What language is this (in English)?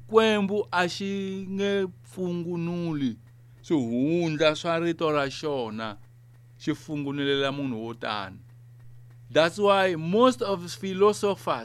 Tsonga